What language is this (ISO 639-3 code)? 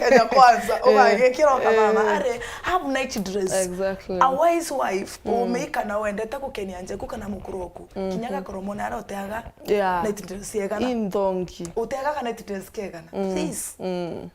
mer